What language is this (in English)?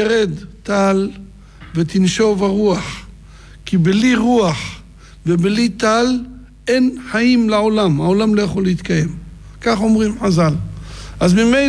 Hebrew